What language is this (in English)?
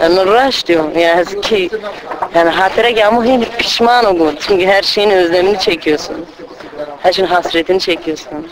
Zaza